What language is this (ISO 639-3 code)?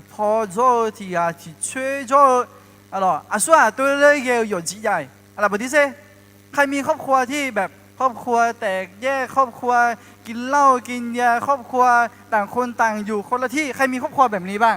ahk